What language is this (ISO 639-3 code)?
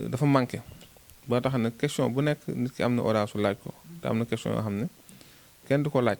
wol